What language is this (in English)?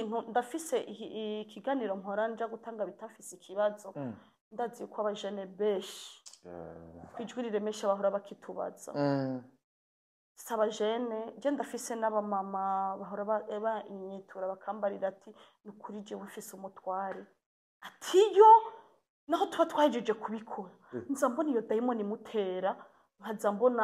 Rundi